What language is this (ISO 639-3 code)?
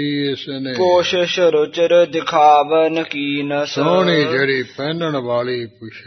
pan